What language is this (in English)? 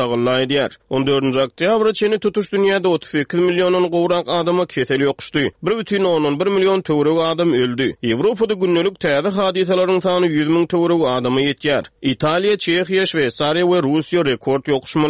Turkmen